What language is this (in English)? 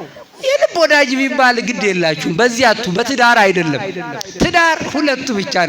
Amharic